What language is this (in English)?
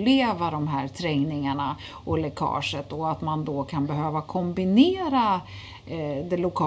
Swedish